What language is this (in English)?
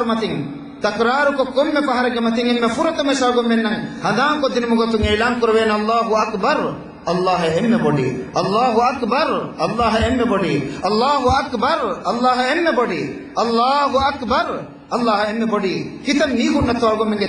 Divehi